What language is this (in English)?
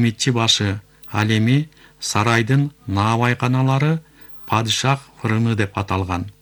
Kyrgyz